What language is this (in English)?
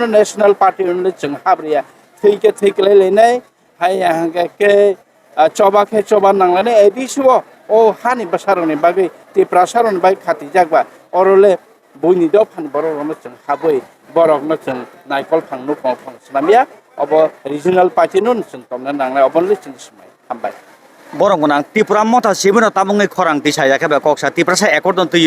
Kok Borok